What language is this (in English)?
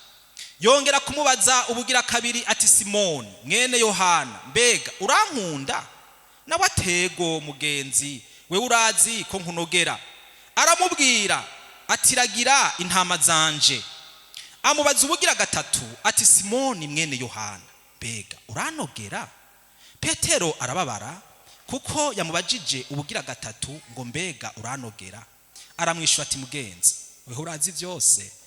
Rundi